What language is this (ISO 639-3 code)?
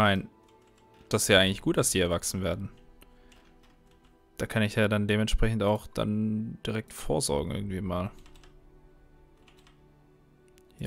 deu